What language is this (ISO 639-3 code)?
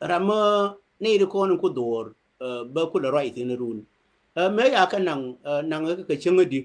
nus